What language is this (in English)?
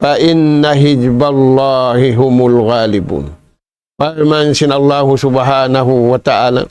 Tausug